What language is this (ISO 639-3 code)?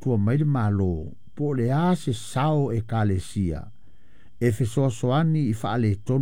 smo